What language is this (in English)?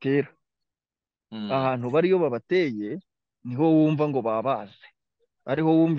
Kinyarwanda